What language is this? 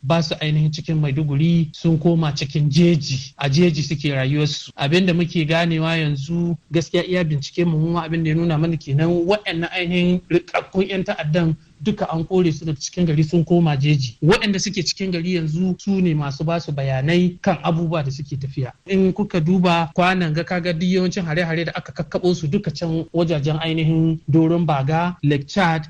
Hausa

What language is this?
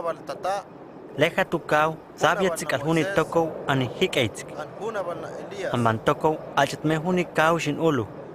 Huastec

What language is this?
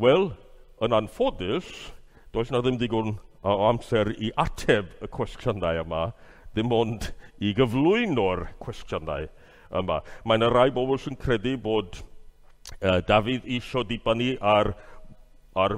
Welsh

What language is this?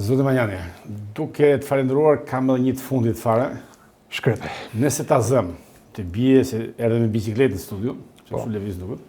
Albanian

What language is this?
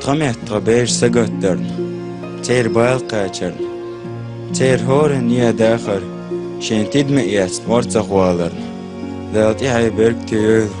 Chechen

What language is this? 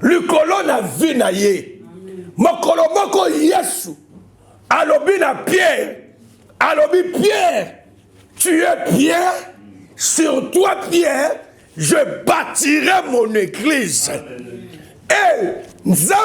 Lingala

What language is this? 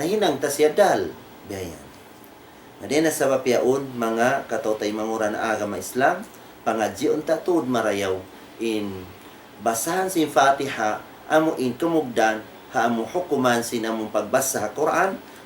Tausug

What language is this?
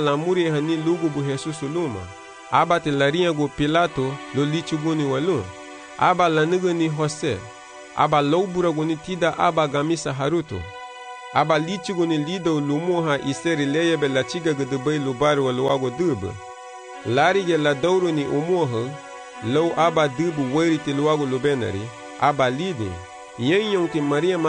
Garifuna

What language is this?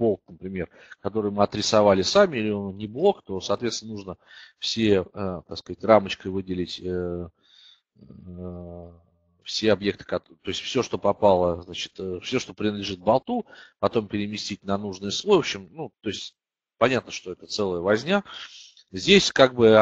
Russian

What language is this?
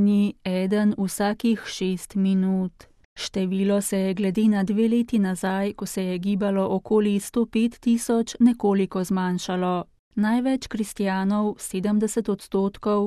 Slovenian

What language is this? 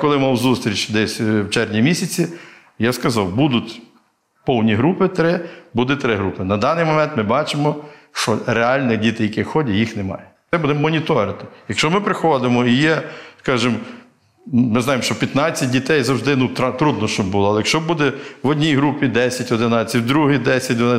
Ukrainian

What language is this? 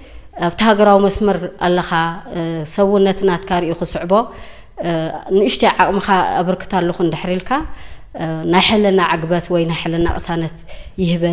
Tigrinya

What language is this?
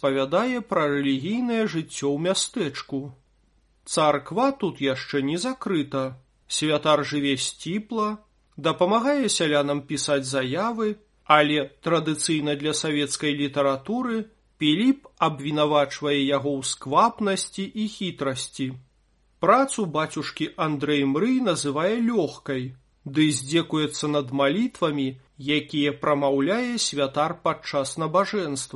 Belarusian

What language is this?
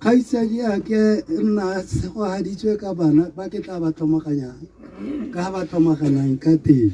Tswana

